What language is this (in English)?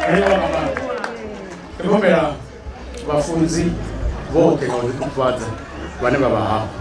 Venda